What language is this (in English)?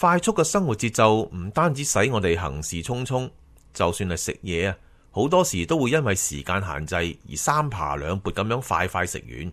Cantonese